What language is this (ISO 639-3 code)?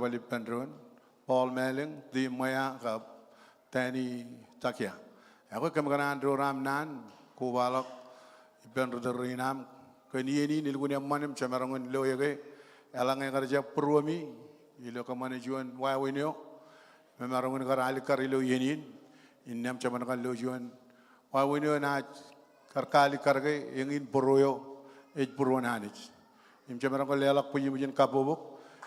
mah